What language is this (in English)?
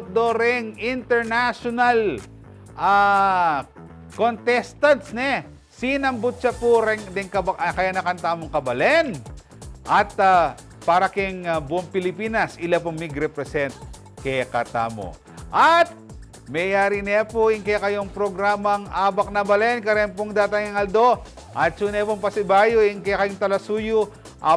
Pampanga